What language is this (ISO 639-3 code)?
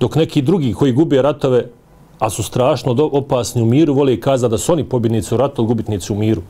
bos